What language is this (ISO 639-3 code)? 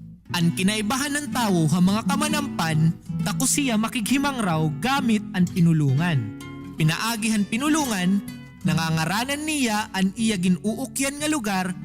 war